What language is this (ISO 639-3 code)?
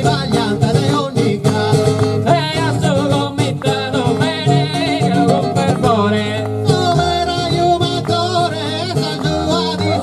srd